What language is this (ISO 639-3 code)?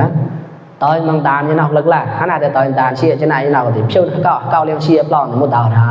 mnw